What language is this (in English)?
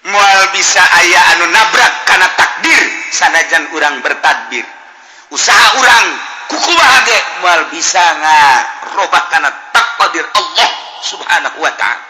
Sundanese